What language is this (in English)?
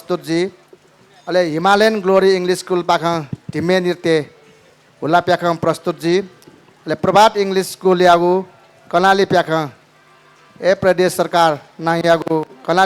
Newari